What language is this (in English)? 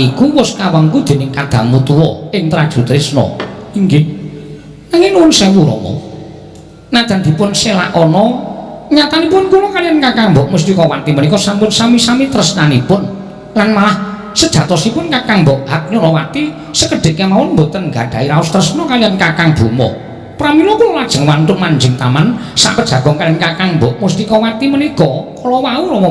Javanese